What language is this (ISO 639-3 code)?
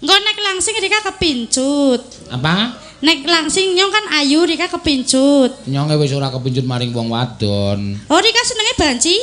jav